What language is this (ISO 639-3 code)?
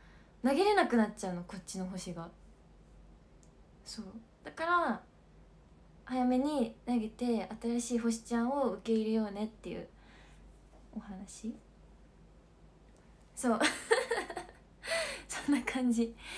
jpn